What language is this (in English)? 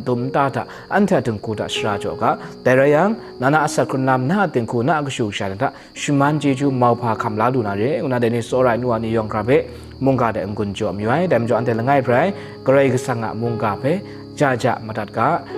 Kachin